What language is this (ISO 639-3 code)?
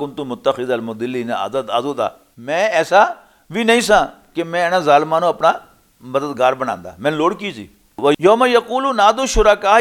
lah